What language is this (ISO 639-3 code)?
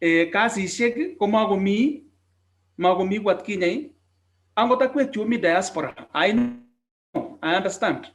kln